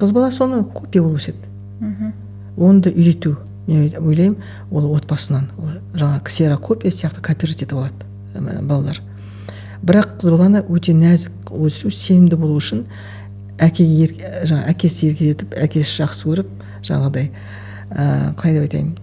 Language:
Kazakh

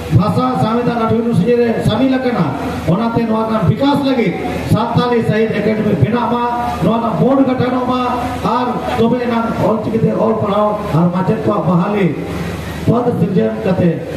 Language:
Santali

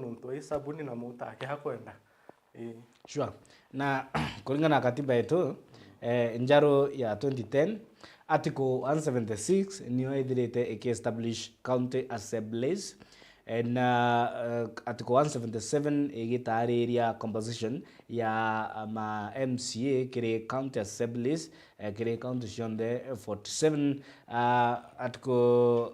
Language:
Meru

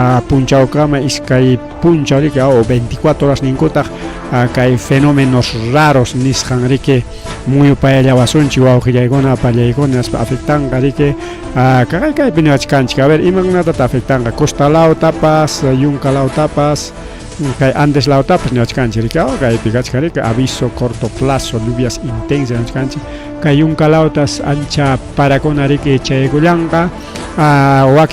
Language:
Ayacucho Quechua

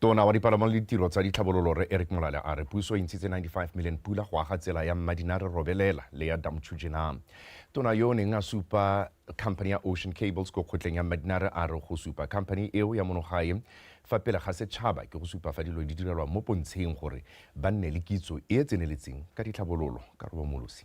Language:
Tswana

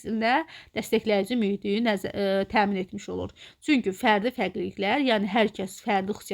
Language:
Azerbaijani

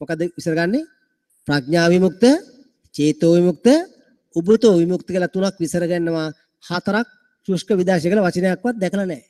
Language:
Sinhala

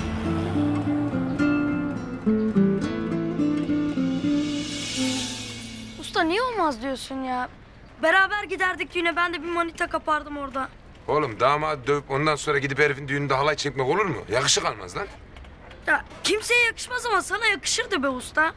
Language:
Turkish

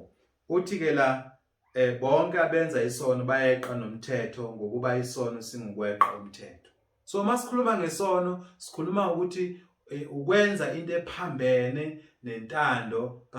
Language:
Zulu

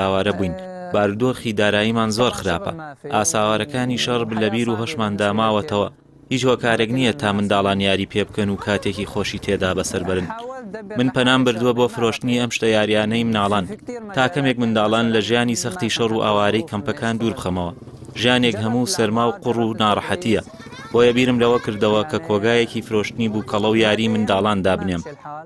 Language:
Central Kurdish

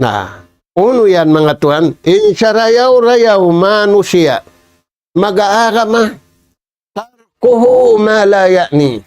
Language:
Tausug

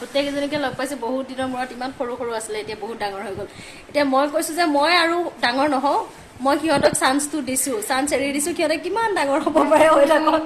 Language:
Assamese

